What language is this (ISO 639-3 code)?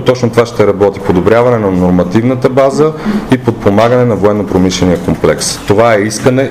bul